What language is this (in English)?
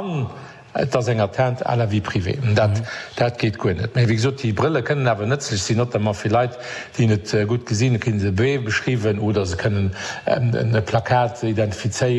Luxembourgish